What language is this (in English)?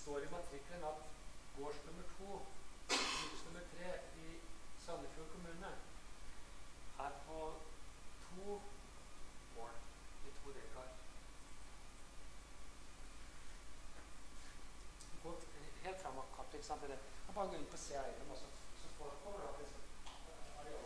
Norwegian